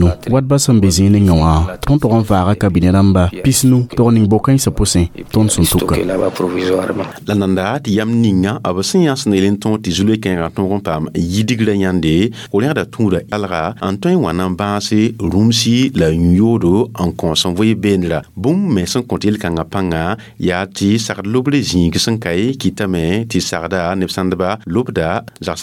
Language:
Mossi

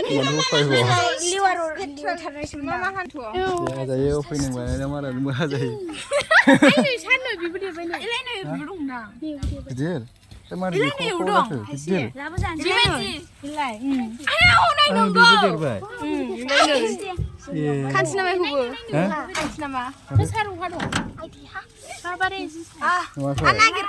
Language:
Bodo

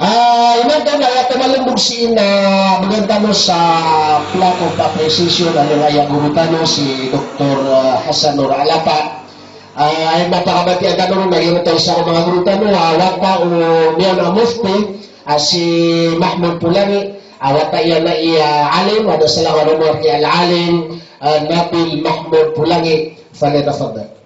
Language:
Maranao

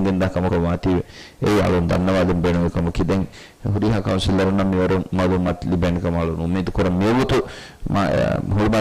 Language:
Divehi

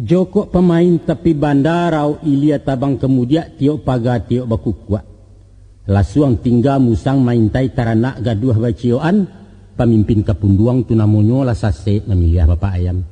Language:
Minangkabau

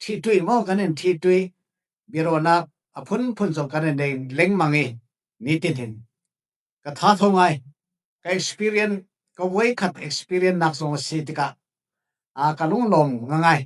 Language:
Falam Chin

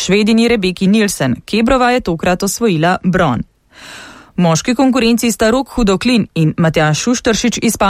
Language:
Slovenian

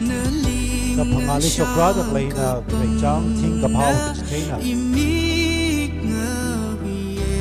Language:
Tangkhul Naga (India)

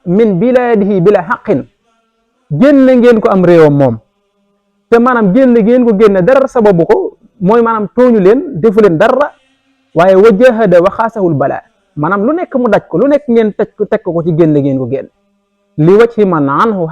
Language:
Wolof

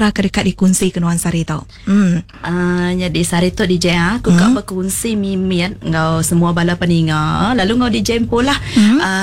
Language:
Iban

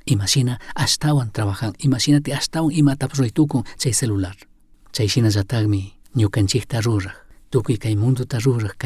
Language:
Chimborazo Highland Quichua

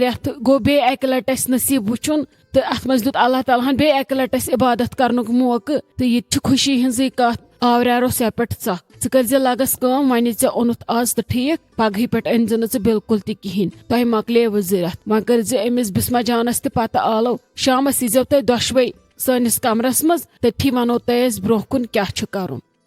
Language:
Kashmiri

